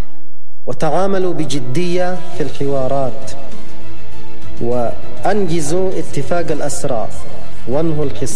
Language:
Arabic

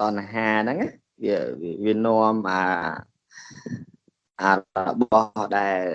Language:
Khmer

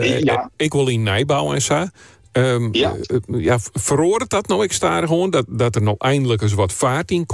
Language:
Western Frisian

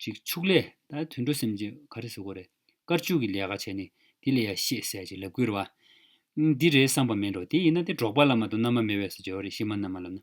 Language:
Tibetan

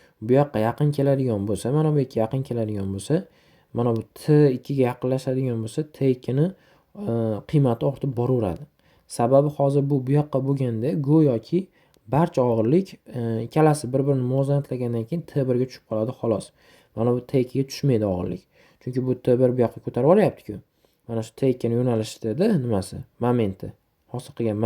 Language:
Uzbek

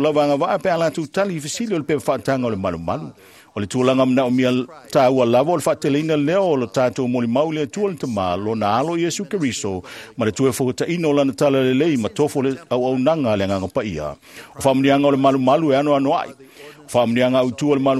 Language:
Samoan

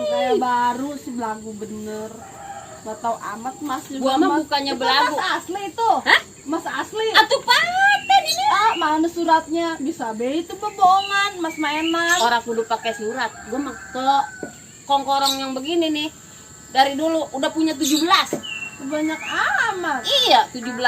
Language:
Betawi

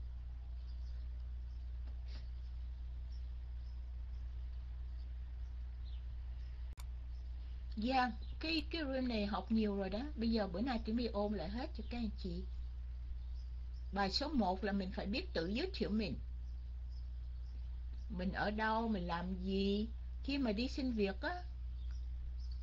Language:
Vietnamese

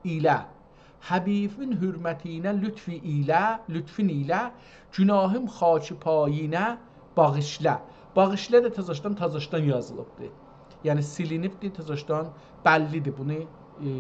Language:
South Azerbaijani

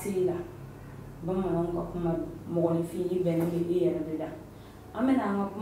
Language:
Bambara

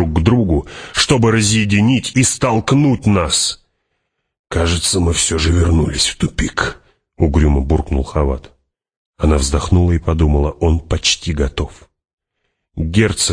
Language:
Russian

